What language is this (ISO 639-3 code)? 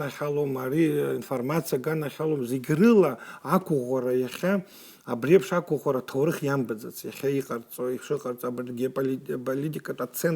abk